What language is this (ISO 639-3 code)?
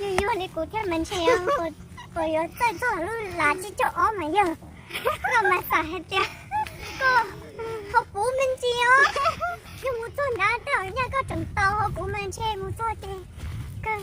hmn